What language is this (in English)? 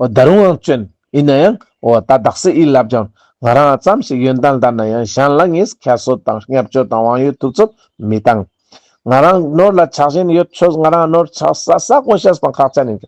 Ladakhi